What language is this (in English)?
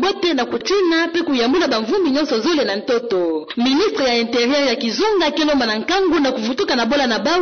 Kituba (Democratic Republic of Congo)